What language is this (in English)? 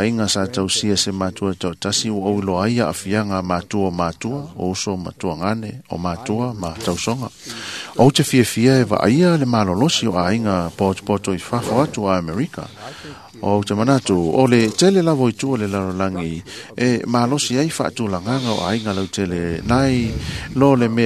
Samoan